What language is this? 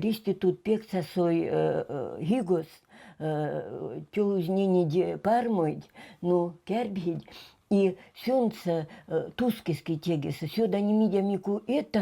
Veps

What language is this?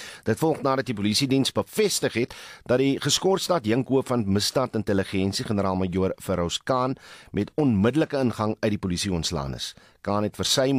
Afrikaans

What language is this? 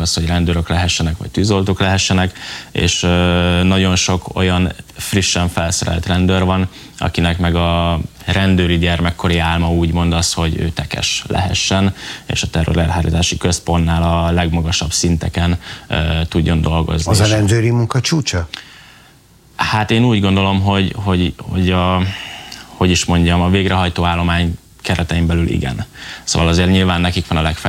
Hungarian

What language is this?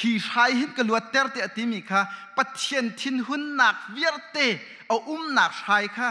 Hakha Chin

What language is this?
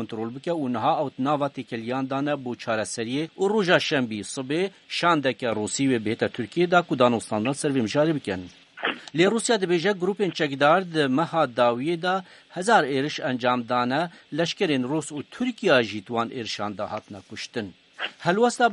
Kurdish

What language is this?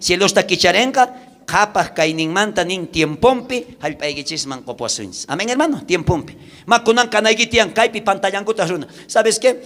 South Bolivian Quechua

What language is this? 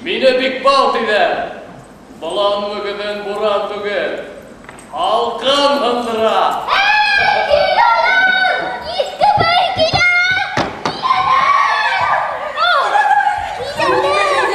Bashkir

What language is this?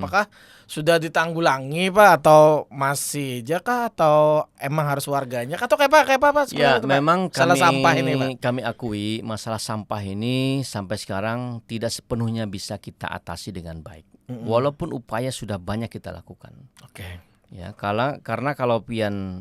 Banjar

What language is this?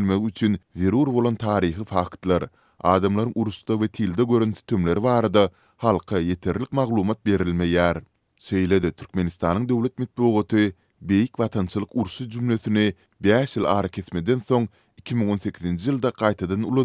Turkmen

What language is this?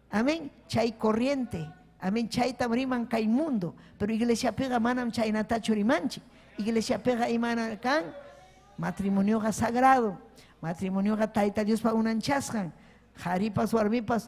Ayacucho Quechua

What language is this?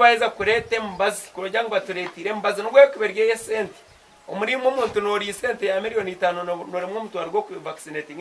Nyankole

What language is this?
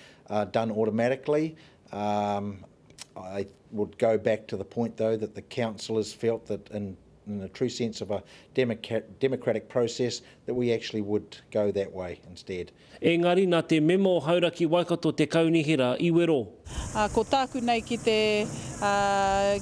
Māori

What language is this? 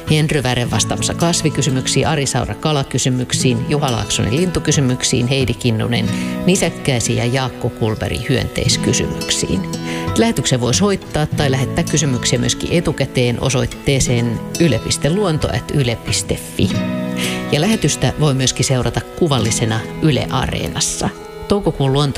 Finnish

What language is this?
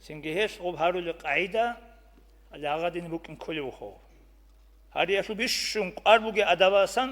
Avaric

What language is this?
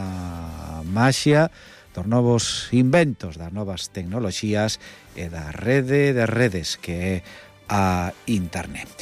Galician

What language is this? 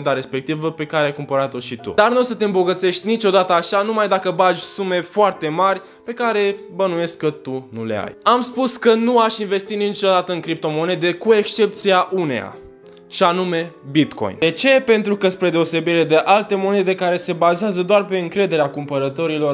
Romanian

